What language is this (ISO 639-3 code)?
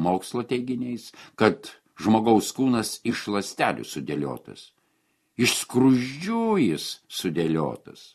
lit